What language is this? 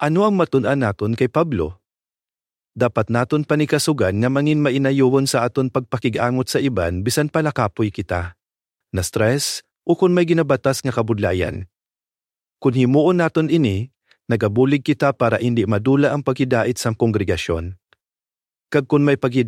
Hiligaynon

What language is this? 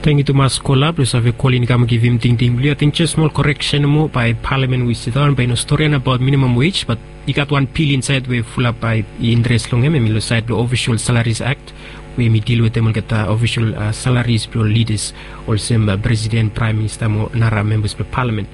Bislama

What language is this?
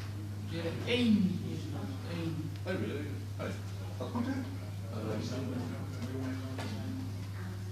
Dutch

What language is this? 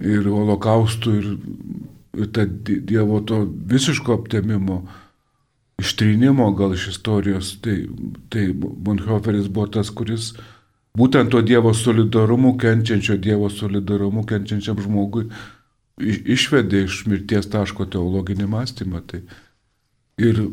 Lithuanian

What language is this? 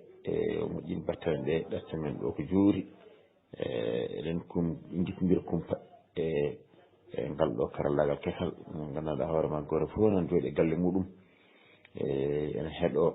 Fula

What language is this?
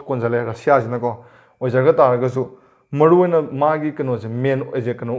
Manipuri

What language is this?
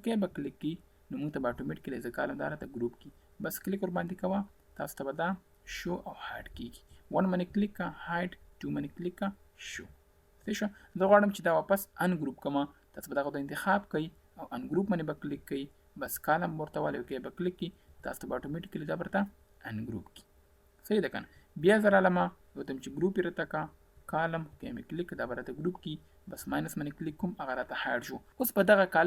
Pashto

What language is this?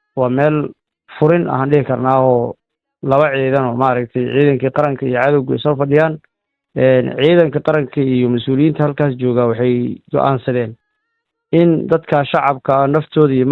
Somali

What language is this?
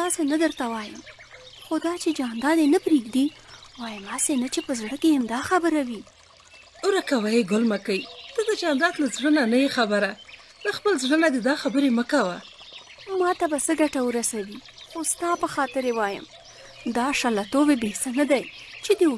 Pashto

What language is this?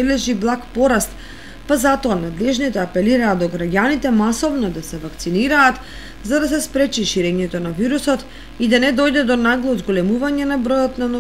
Macedonian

